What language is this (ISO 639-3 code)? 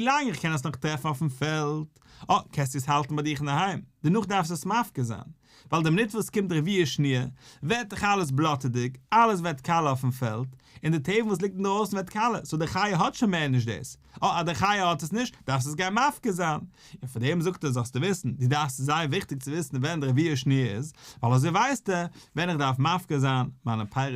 yid